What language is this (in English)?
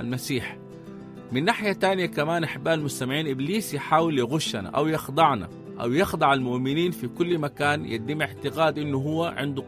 Sudanese Arabic